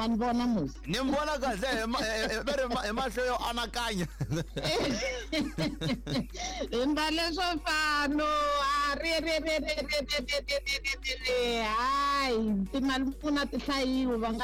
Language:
Tsonga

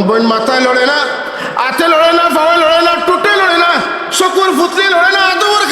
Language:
Sylheti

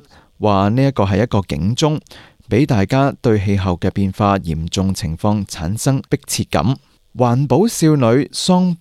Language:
Cantonese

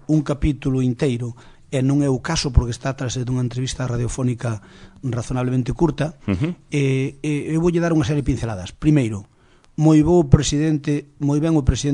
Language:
Galician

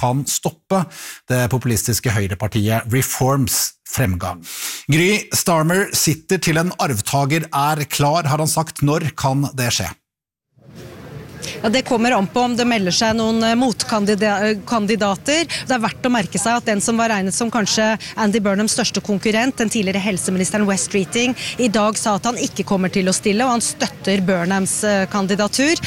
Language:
Norwegian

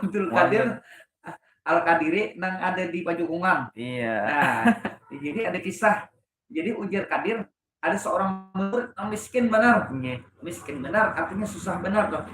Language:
Banjar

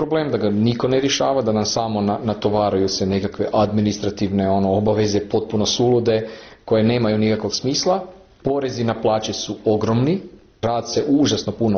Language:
Croatian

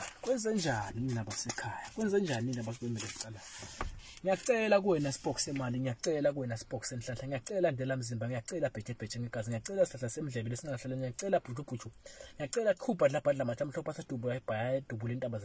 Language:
Zulu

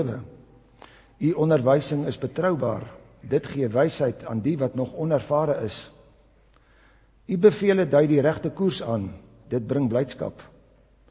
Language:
Afrikaans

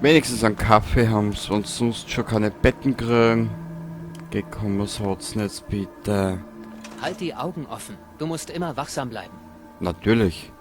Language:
Bavarian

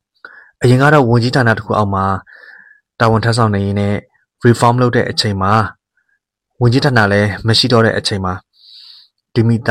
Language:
Burmese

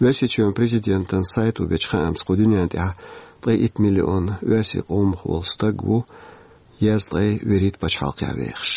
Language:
Chechen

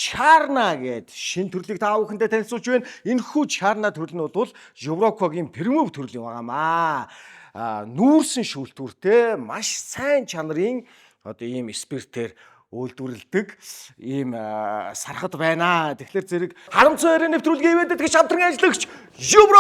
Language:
Mongolian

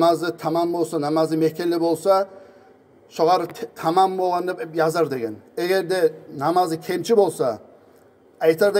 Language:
Kumyk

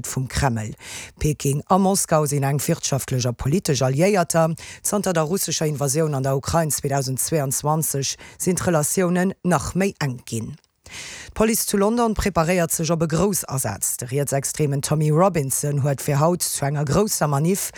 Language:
Luxembourgish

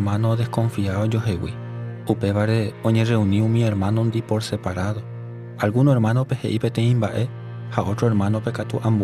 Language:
Guarani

